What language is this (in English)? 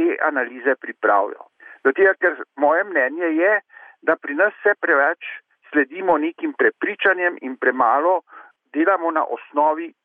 Slovenian